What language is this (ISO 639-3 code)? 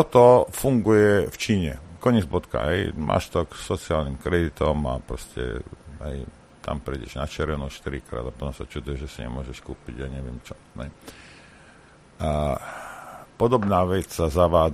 slk